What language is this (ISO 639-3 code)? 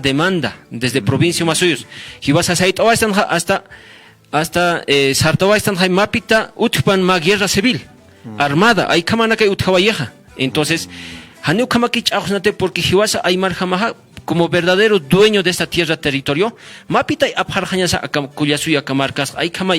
aym